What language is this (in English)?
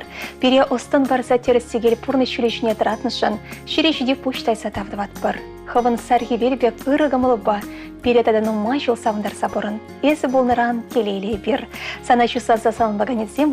Chuvash